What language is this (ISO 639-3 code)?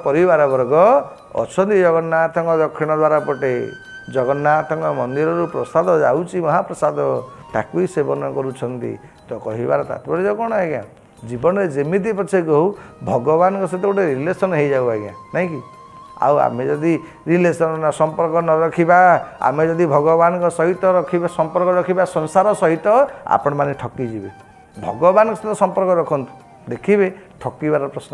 ori